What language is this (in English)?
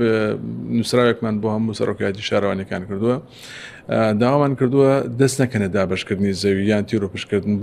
Central Kurdish